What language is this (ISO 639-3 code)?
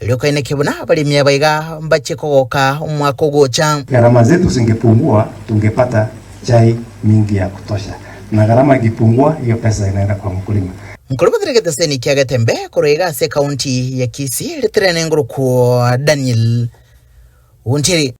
guz